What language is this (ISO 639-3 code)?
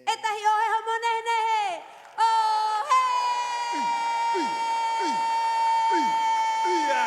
rap